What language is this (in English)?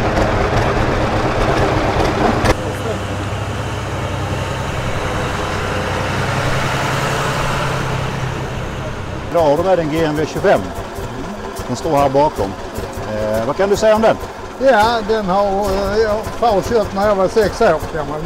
Swedish